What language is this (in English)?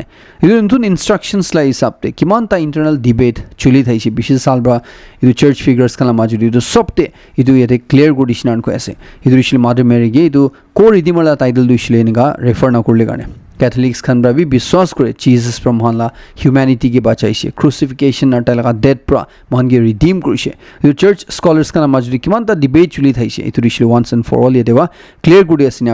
Naga Pidgin